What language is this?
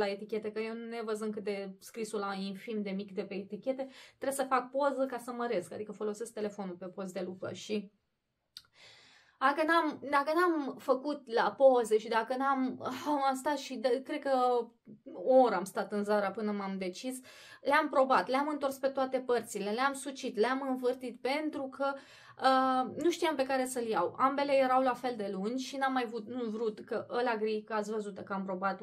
Romanian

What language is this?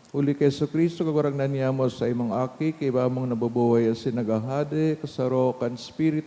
Bikol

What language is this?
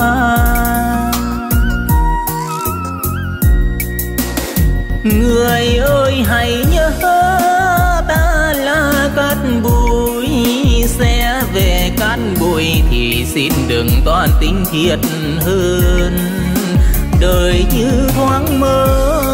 Vietnamese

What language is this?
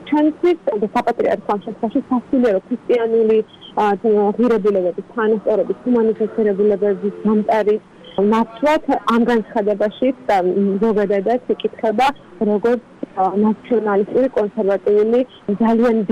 Georgian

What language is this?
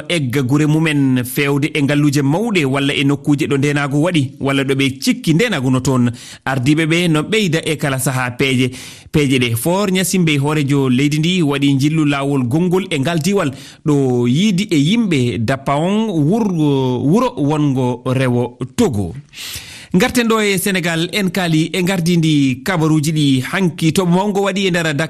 Fula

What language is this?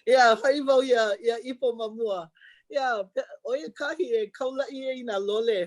Hawaiian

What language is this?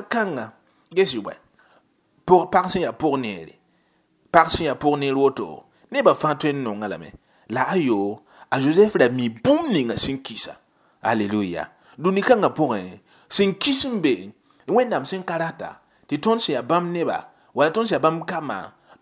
Mossi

